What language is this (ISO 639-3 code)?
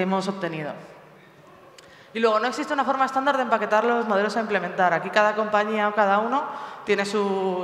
spa